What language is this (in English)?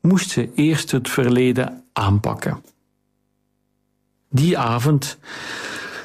Dutch